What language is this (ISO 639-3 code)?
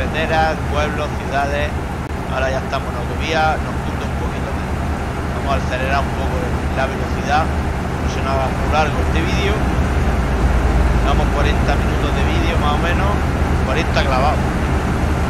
spa